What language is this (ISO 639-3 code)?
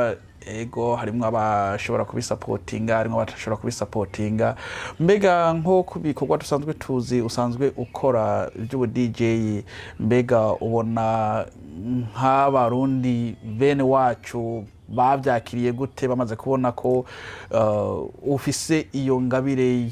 run